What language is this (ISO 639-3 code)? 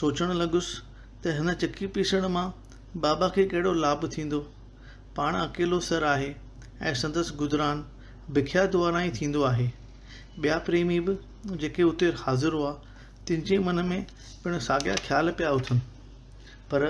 snd